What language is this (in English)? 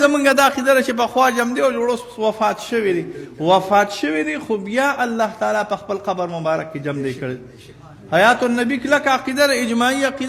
Pashto